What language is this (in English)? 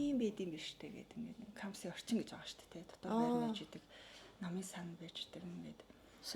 Mongolian